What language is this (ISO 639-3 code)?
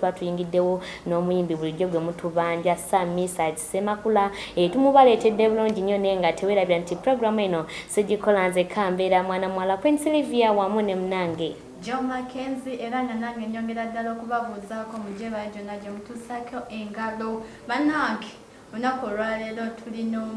lug